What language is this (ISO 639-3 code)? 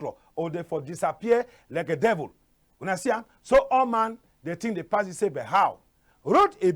wes